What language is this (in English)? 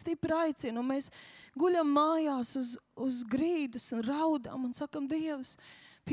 Latvian